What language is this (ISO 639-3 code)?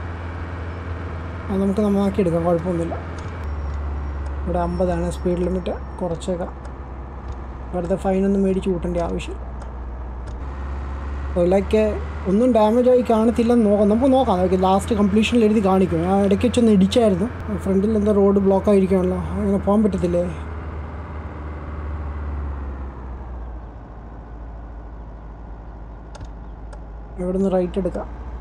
mal